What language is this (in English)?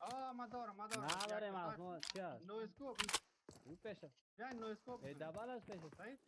Persian